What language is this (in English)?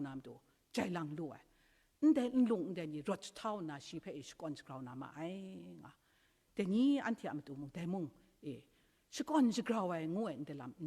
Kachin